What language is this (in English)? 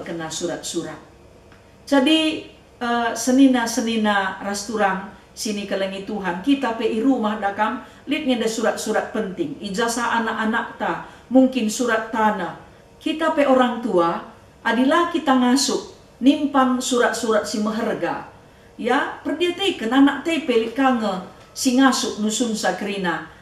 Batak Karo